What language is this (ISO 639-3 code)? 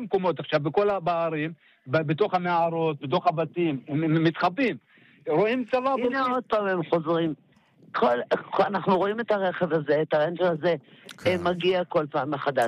heb